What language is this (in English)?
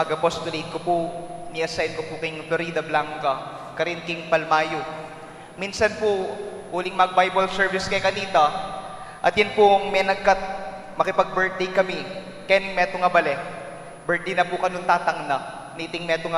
Pampanga